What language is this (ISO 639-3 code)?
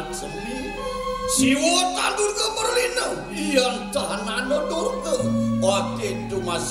ban